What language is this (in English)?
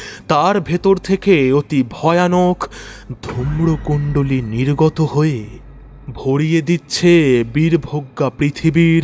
Bangla